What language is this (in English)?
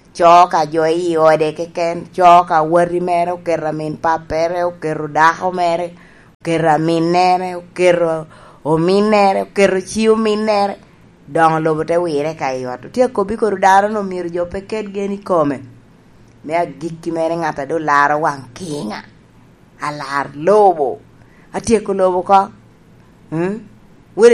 Lango (Uganda)